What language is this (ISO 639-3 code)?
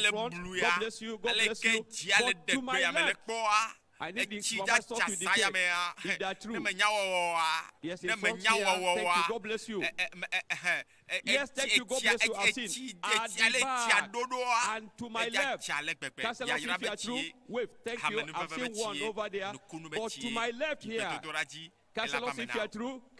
ewe